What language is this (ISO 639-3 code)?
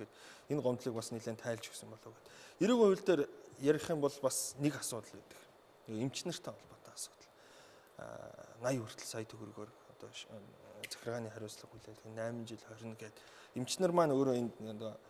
mon